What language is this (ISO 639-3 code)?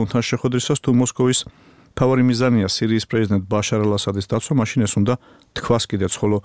kat